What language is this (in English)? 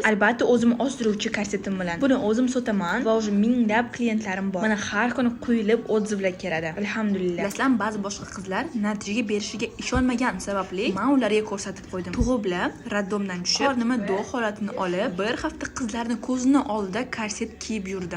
Uzbek